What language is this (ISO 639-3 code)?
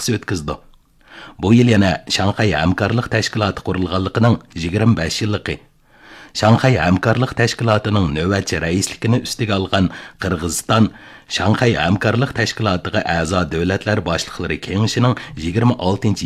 uig